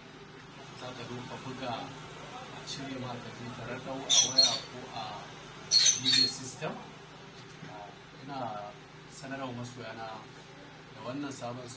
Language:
Hausa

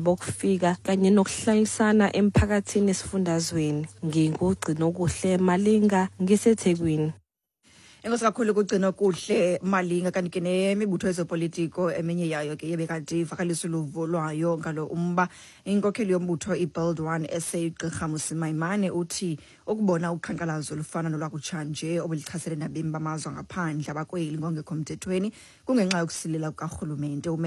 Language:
Xhosa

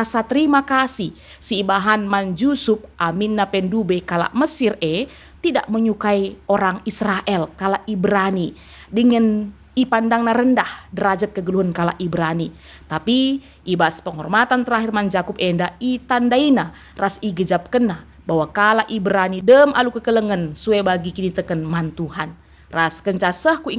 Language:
Batak Karo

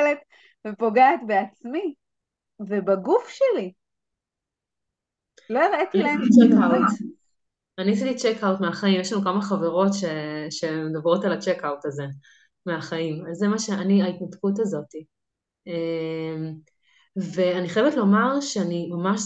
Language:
Hebrew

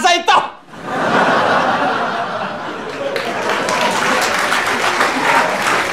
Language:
Slovak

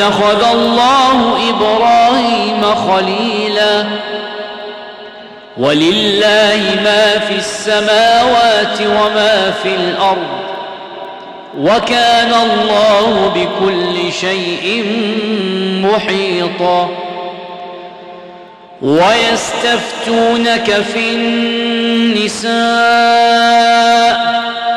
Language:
Arabic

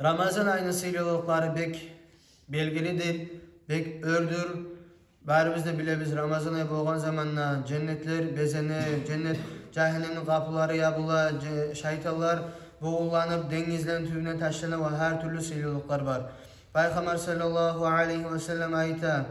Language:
Kumyk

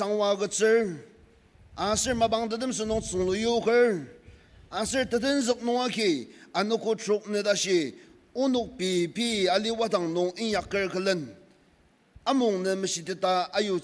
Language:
Ao Naga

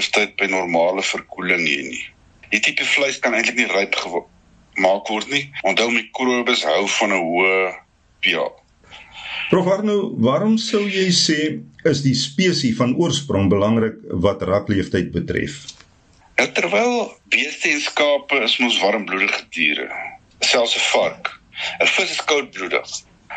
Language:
Afrikaans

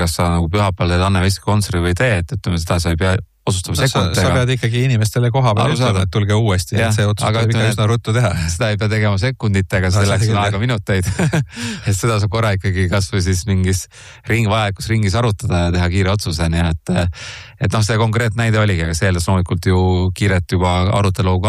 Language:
Estonian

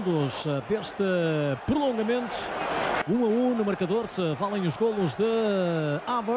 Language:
Portuguese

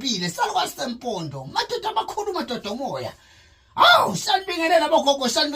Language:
Zulu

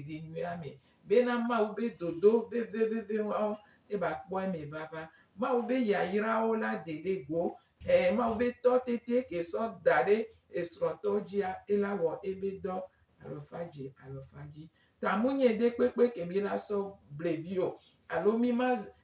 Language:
Gen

